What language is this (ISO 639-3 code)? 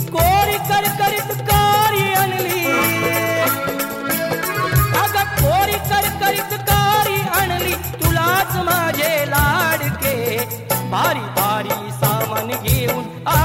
mar